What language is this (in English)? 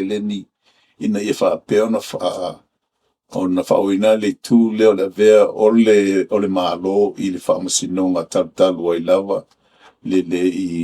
Samoan